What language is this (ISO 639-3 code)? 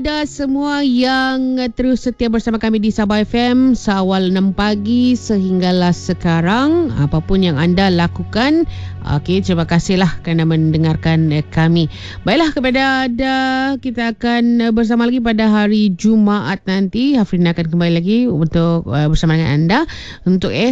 msa